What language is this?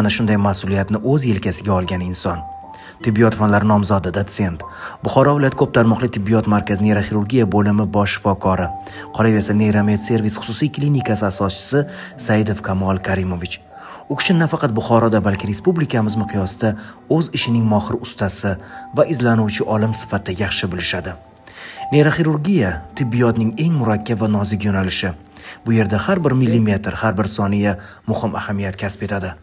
Uzbek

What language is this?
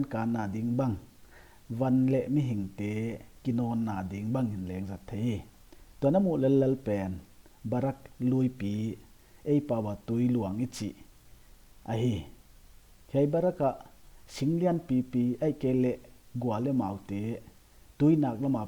Paite Chin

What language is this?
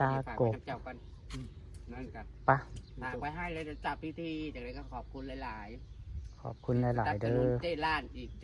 Northeastern Thai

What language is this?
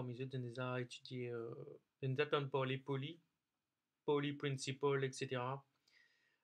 Morisyen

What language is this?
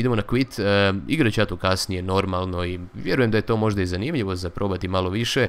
Croatian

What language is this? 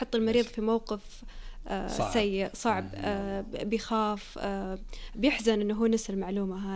Najdi Arabic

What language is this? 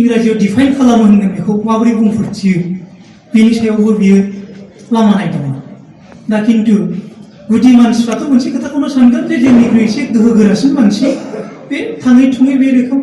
Bodo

